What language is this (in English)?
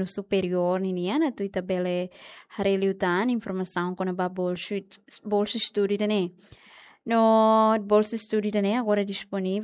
Tetum